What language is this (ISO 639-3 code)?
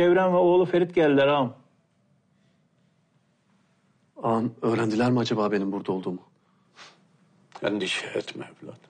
tur